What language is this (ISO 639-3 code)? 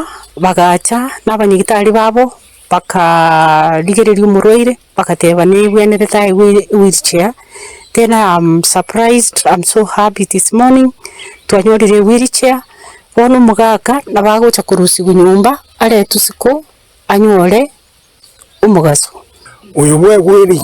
guz